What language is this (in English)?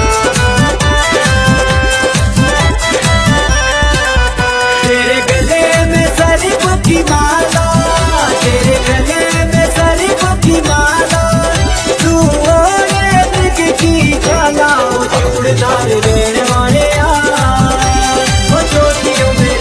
Hindi